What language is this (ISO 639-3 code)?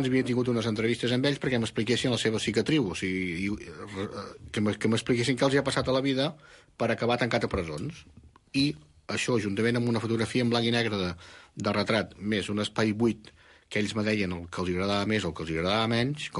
cat